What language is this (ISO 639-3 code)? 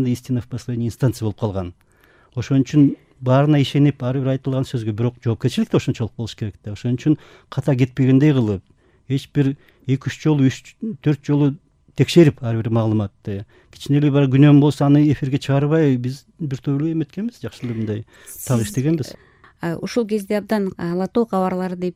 kir